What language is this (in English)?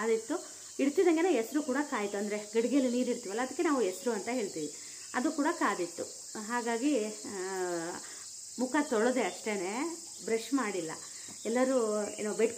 Kannada